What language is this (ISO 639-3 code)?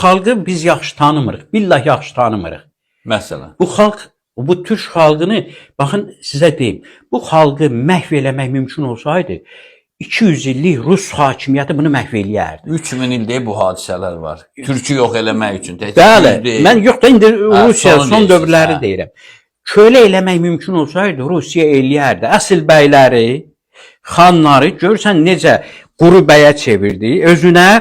aze